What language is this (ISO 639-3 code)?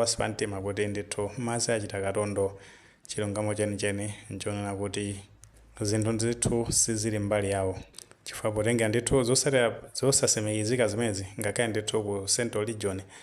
nya